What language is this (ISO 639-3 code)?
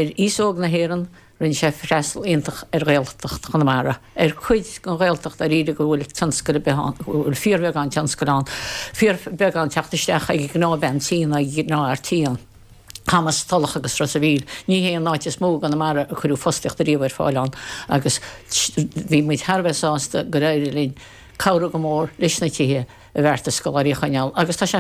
gle